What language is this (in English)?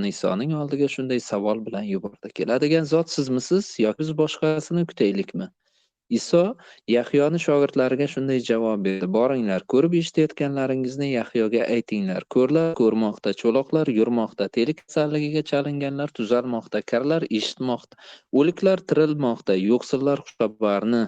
Uzbek